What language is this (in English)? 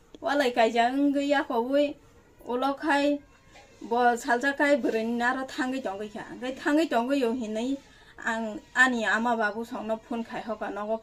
Kok Borok